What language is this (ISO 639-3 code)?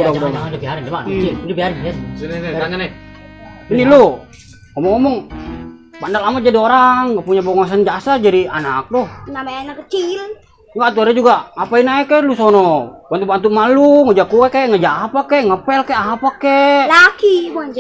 bew